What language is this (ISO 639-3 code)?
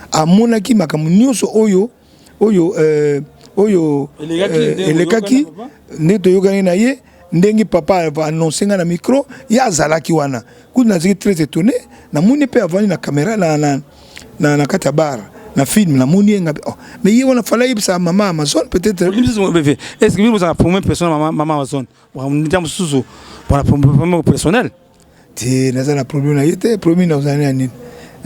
lin